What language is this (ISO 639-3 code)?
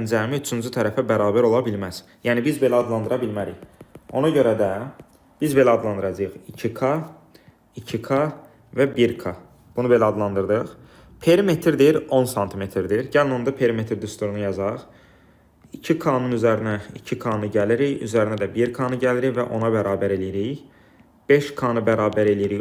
aze